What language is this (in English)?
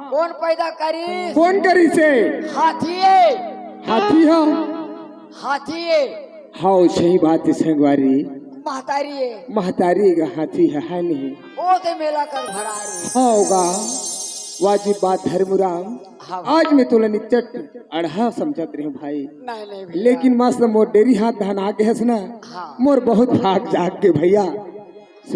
Chhattisgarhi